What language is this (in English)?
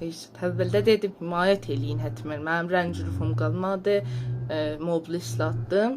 South Azerbaijani